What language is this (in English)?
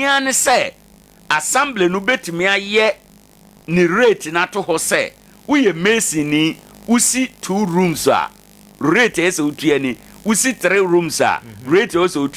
Akan